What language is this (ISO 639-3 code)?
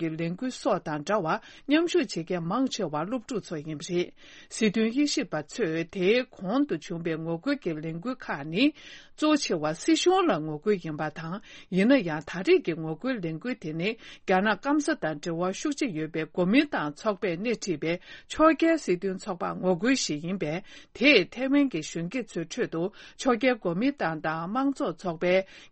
bod